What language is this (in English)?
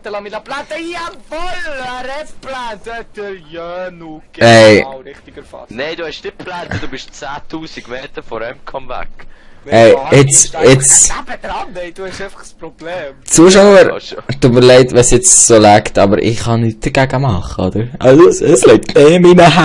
Swiss German